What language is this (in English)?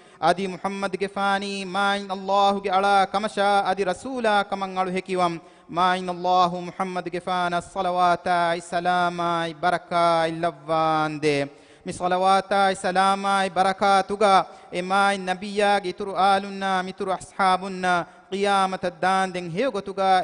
Divehi